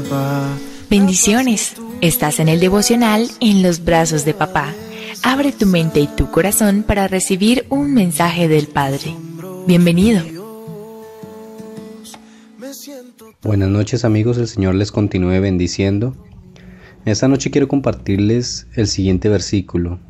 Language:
Spanish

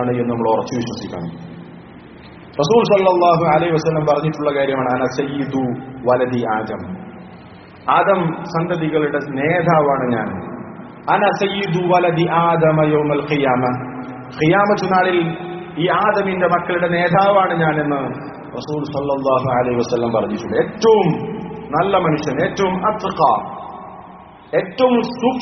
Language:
Malayalam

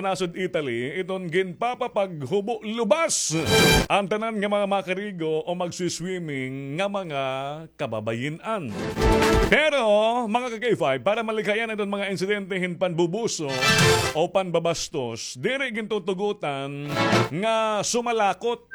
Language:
Waray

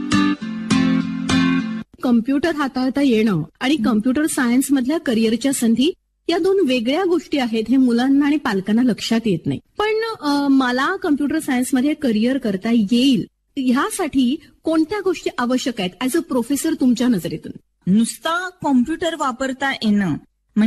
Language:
Marathi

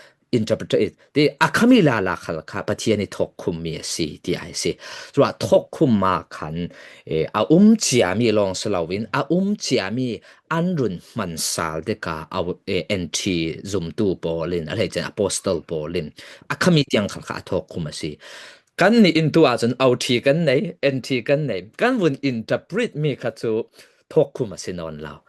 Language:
Falam Chin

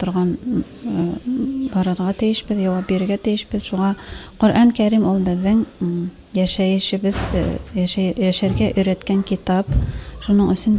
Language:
Bashkir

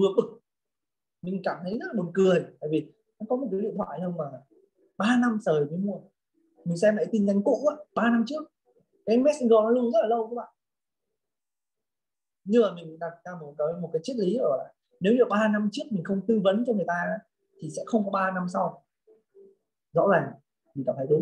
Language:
Vietnamese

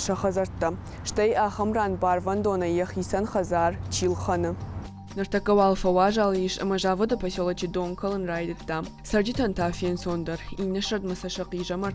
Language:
Ossetic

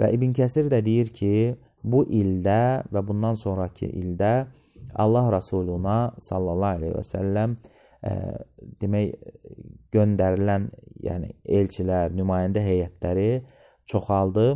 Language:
Azerbaijani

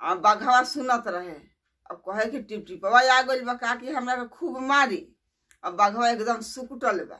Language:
Bhojpuri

